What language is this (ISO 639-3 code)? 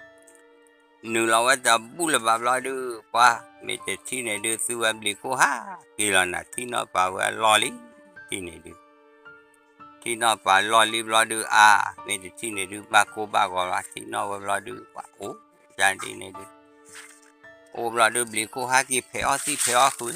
ksw